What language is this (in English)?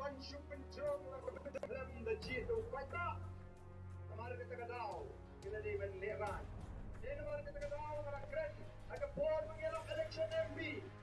Khasi